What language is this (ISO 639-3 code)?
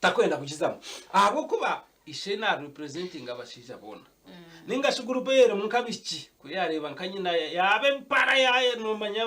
nyn